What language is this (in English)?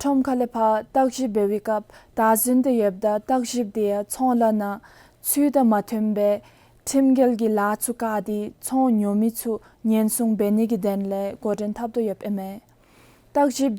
Dzongkha